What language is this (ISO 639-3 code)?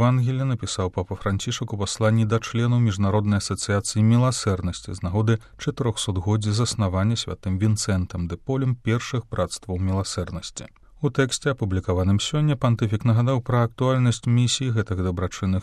bel